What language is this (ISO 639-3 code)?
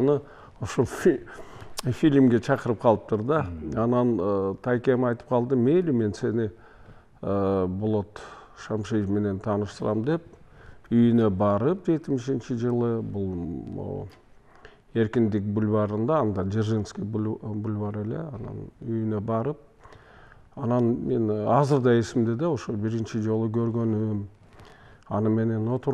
kir